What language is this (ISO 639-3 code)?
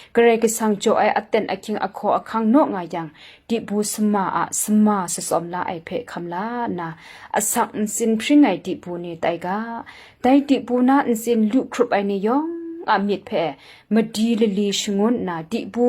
kac